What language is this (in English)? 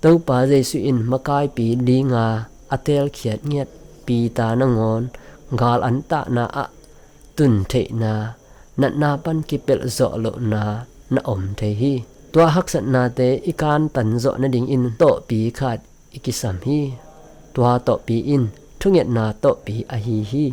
Tedim Chin